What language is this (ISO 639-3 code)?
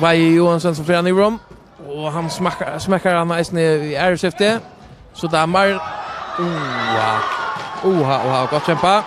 fao